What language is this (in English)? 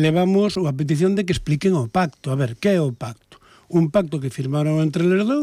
Galician